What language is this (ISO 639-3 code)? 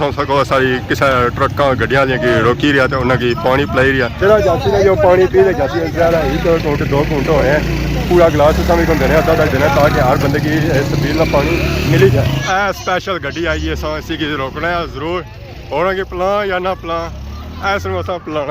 phr